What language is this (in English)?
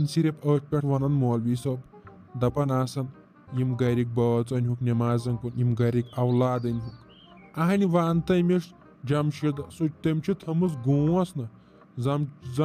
Kashmiri